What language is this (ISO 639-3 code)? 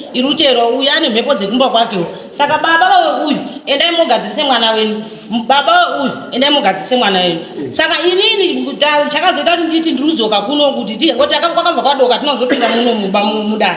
sna